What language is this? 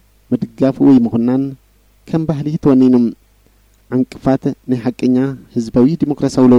Tigrinya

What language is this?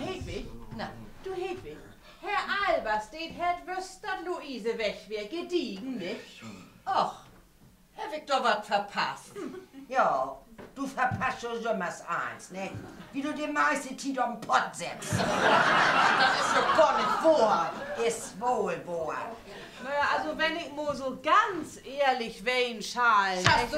Low German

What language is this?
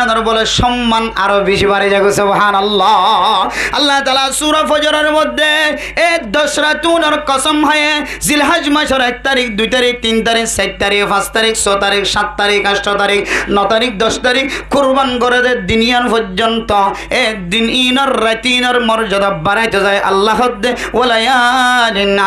Rohingya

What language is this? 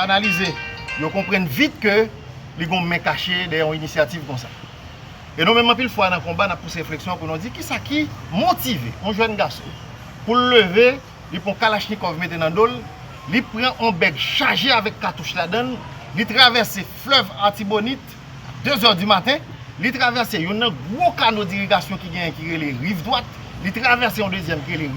Haitian Creole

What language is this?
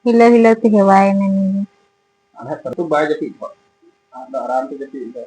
Santali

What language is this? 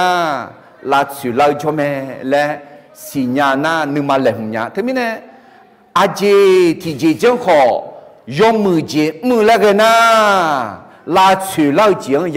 Akha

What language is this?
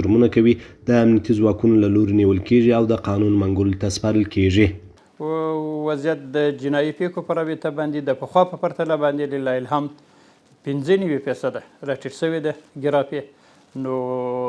Pashto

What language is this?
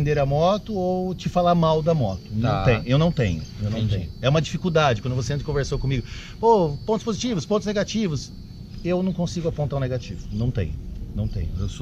Portuguese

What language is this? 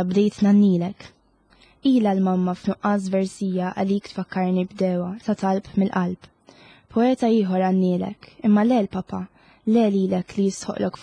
Maltese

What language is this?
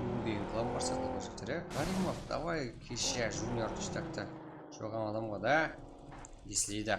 Kara-Kalpak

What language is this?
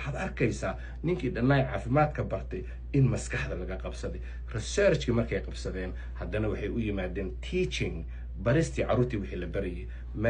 Somali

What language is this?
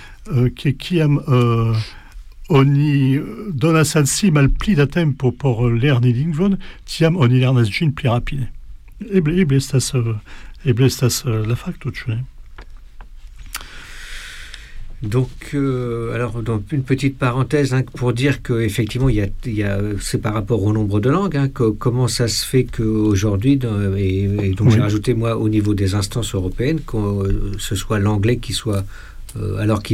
French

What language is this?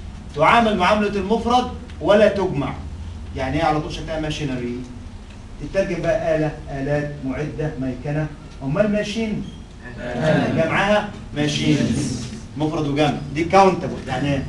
Egyptian Arabic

